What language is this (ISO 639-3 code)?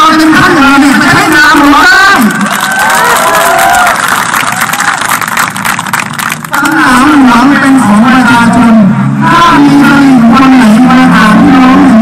tha